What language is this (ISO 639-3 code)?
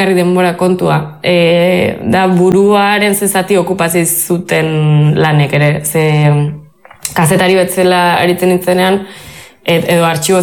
eus